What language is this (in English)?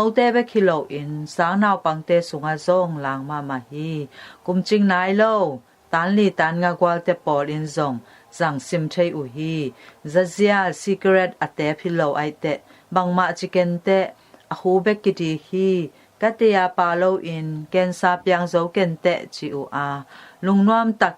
Tedim Chin